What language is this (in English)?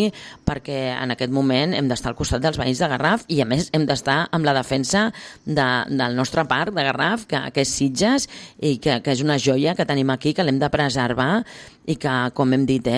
Catalan